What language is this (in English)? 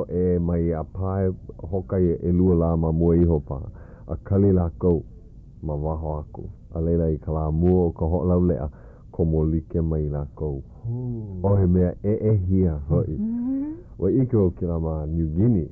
Hawaiian